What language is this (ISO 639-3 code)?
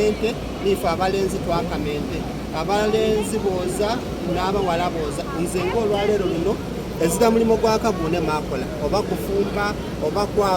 xog